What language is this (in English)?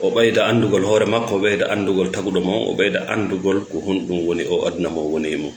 Fula